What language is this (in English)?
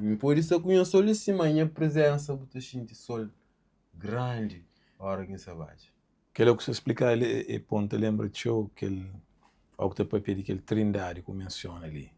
Kabuverdianu